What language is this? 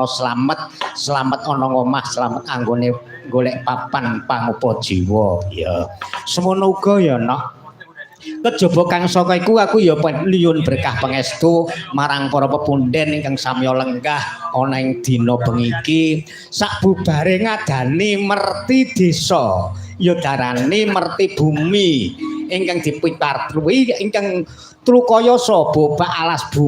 Javanese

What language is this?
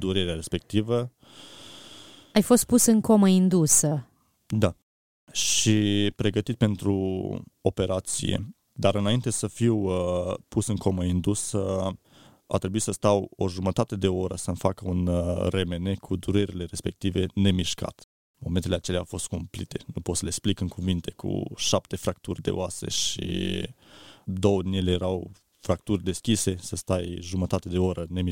Romanian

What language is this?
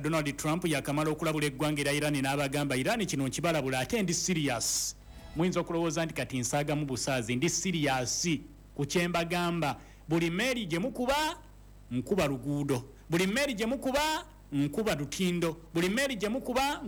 Ganda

